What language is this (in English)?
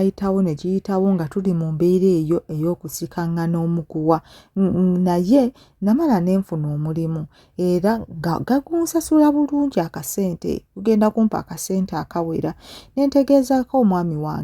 Ganda